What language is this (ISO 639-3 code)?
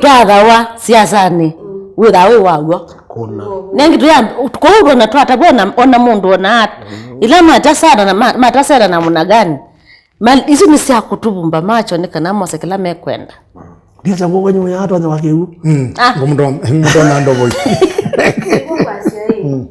kam